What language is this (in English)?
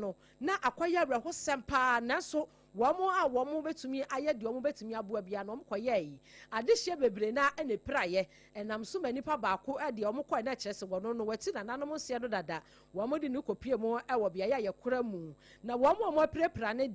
Akan